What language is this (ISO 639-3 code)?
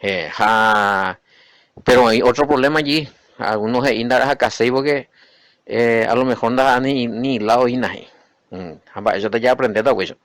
grn